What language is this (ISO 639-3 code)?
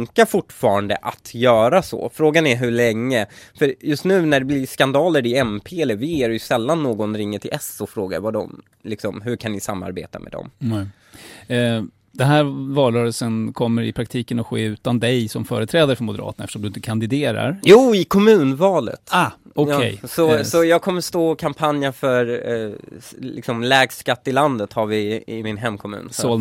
swe